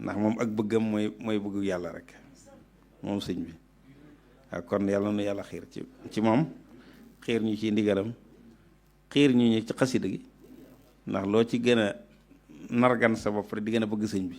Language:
Wolof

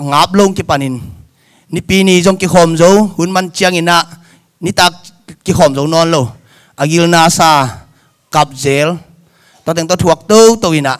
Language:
Tedim Chin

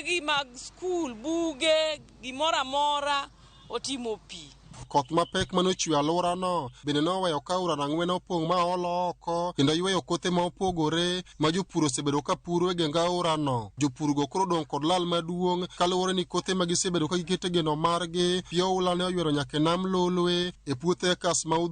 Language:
Luo (Kenya and Tanzania)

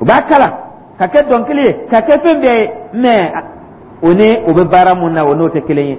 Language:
Dyula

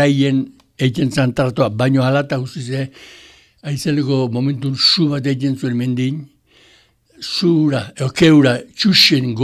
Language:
Basque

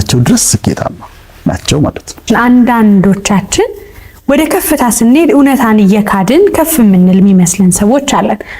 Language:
Amharic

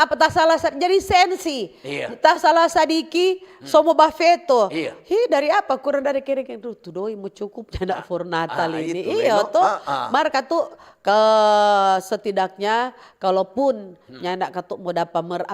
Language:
Manado Malay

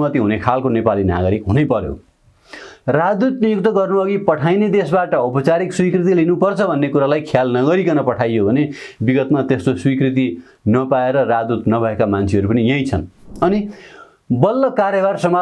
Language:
Nepali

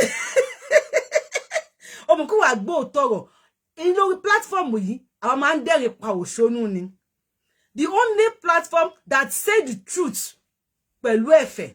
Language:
Yoruba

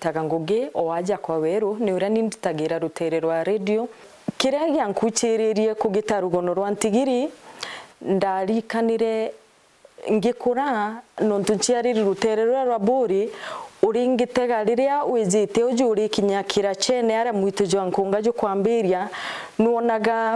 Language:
Meru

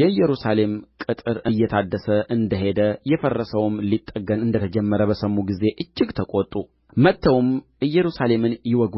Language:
Amharic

